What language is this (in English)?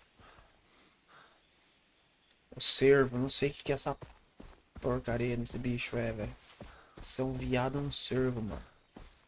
Portuguese